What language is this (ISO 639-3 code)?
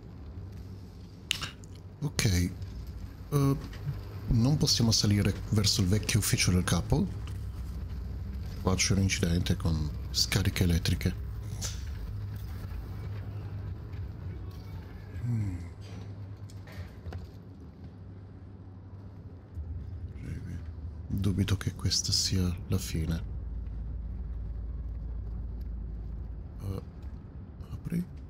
ita